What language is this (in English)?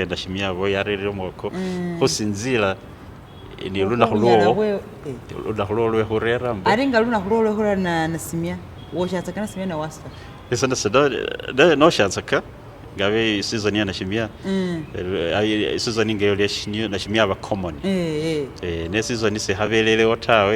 Masaaba